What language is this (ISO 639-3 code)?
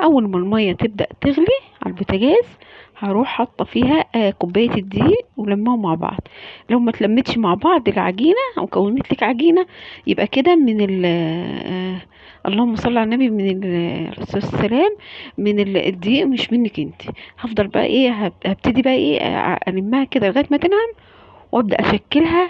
arz